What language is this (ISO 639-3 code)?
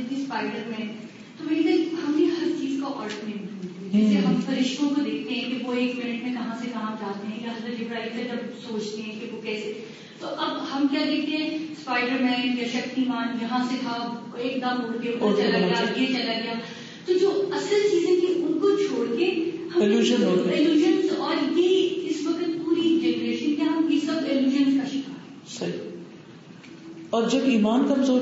urd